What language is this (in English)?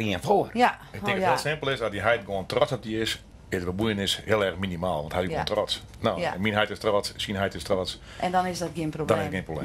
Western Frisian